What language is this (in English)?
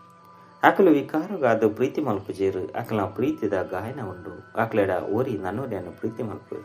Tulu